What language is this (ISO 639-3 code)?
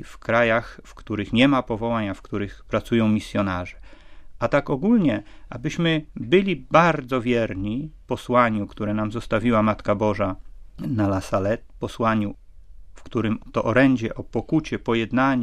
pol